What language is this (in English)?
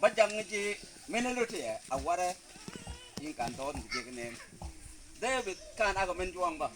Mabaan